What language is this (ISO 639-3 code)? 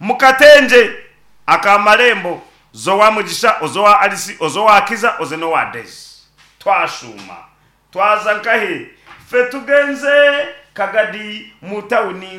nyn